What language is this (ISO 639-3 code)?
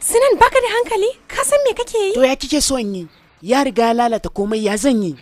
hau